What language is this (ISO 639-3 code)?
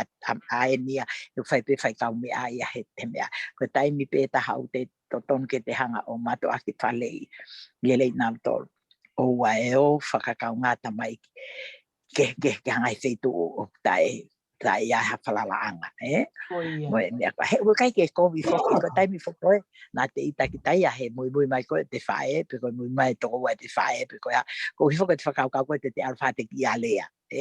ton